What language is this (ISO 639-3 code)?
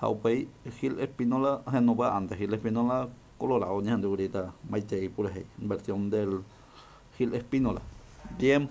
grn